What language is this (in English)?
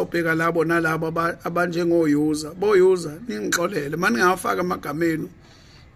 Zulu